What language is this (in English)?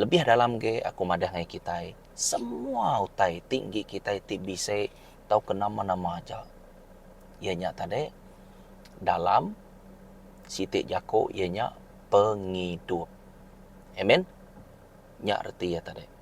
Iban